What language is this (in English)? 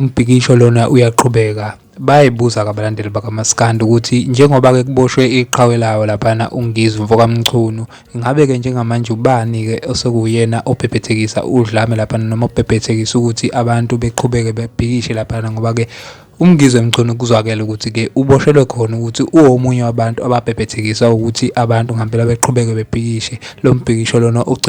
Zulu